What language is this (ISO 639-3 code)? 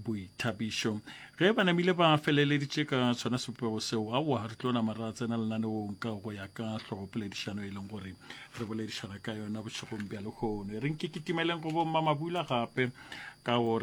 nso